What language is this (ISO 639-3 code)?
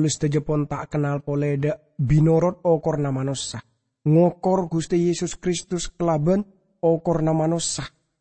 mad